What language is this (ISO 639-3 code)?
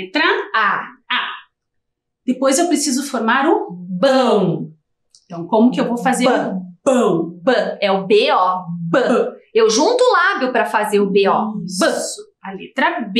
por